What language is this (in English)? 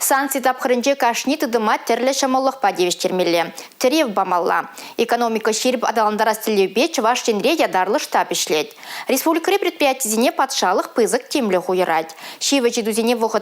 Chuvash